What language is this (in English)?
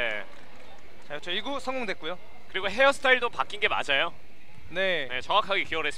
Korean